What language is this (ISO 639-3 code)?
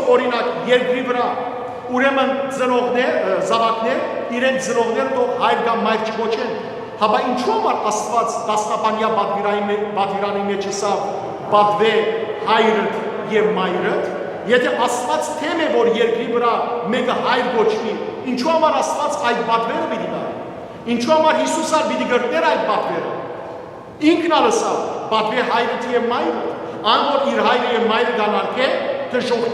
hyw